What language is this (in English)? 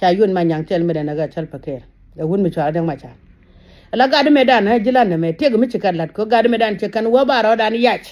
Nuer